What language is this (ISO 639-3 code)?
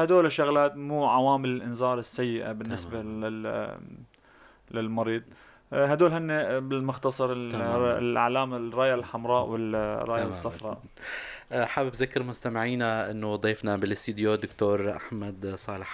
apc